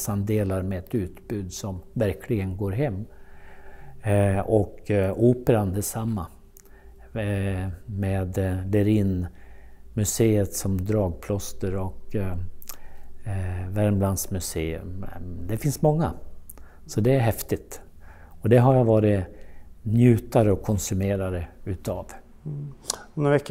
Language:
Swedish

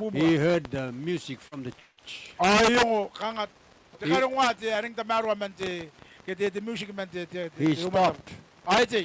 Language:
Gilbertese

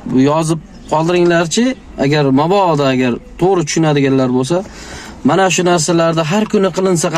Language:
Uzbek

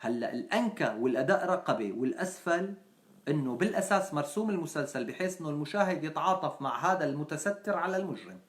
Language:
North Levantine Arabic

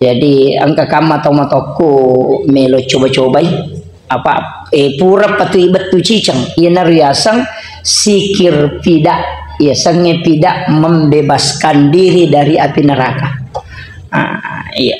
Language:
Buginese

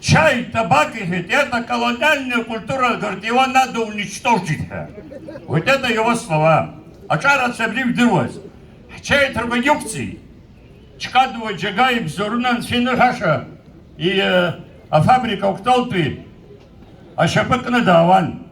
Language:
Abkhazian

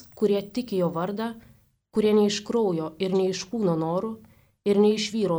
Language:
Lithuanian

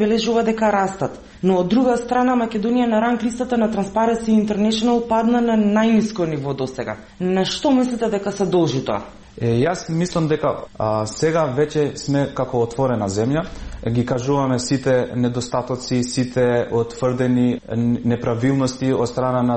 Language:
Macedonian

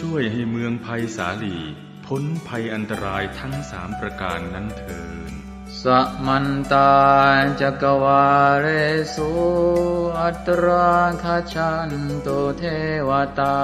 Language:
Pali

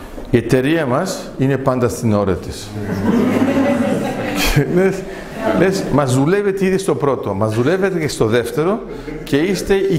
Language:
Greek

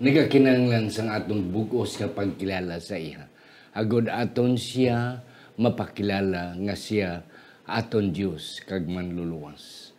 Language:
Hiligaynon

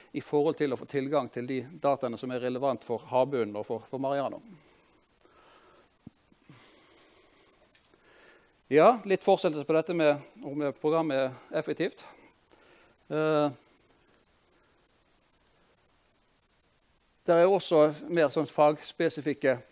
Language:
Norwegian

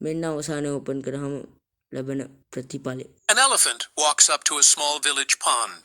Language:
Sinhala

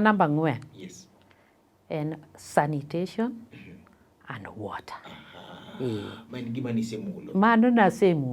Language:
Luo (Kenya and Tanzania)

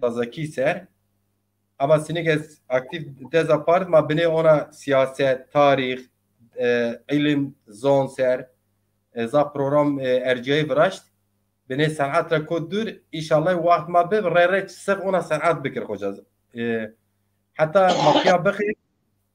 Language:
Zaza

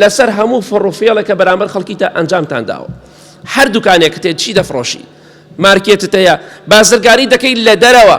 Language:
Central Kurdish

